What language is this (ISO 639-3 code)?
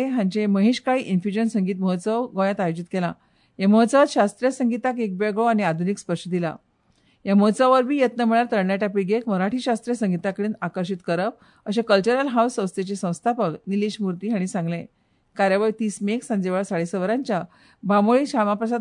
kok